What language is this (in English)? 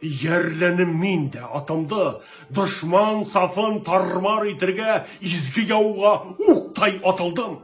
Bashkir